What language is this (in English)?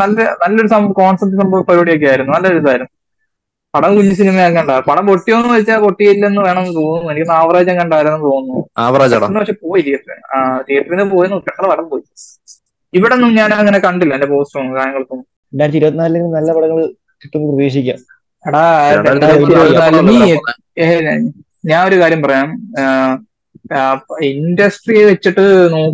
Malayalam